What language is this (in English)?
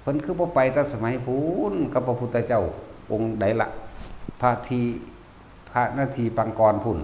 Northeastern Thai